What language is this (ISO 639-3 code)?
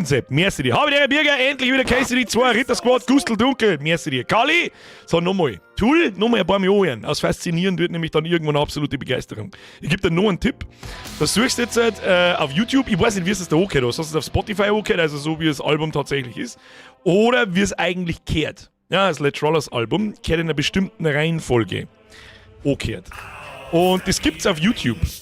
bar